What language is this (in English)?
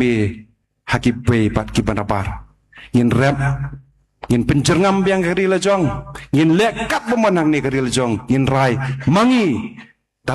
Khasi